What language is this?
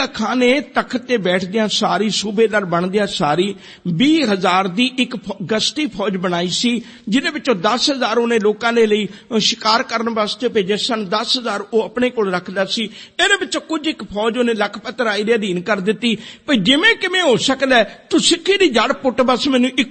Punjabi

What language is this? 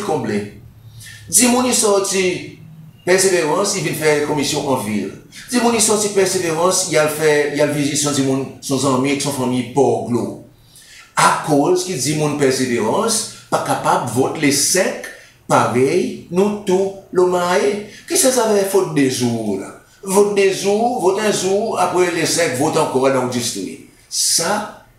Seselwa Creole French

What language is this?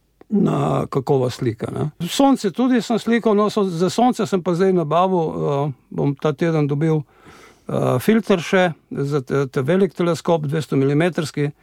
Slovenian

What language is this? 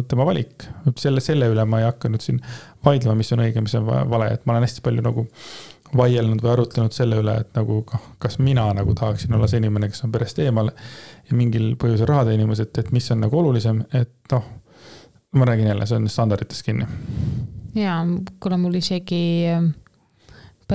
Estonian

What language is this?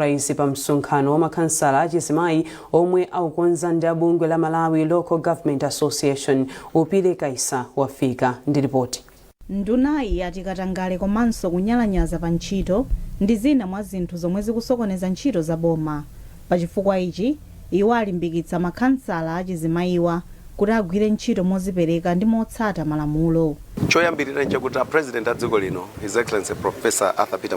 Nyanja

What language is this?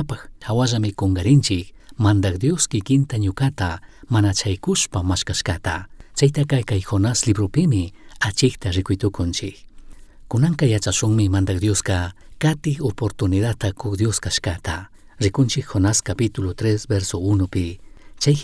Chimborazo Highland Quichua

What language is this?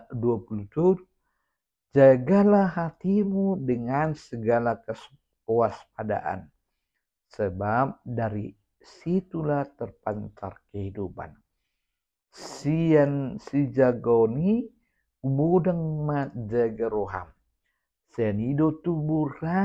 Batak Toba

